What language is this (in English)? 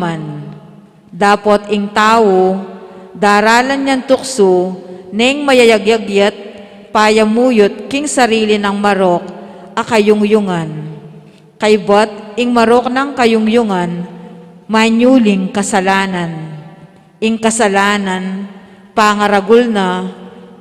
Pampanga